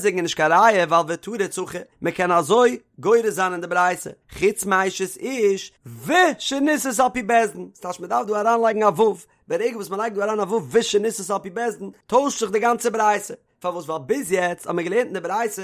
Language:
Yiddish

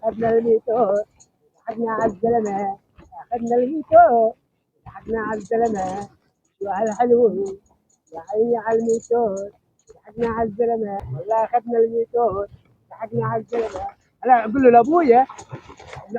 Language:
North Levantine Arabic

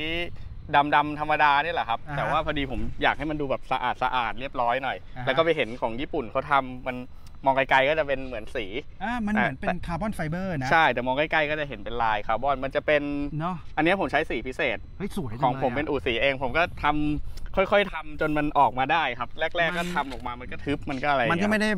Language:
Thai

